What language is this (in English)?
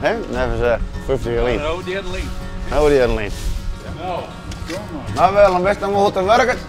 Western Frisian